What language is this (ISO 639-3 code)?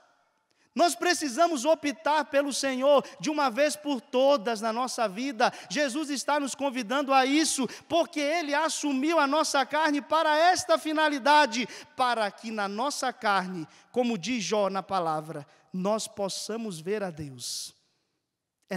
por